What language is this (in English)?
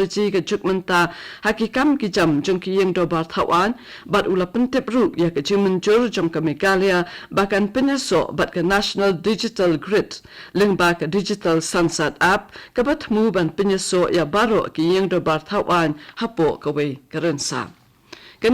Khasi